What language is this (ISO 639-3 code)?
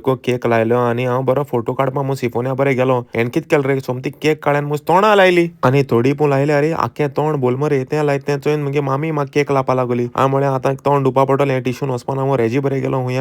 kok